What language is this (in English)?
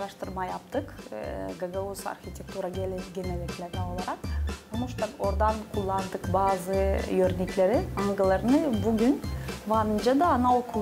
Gagauz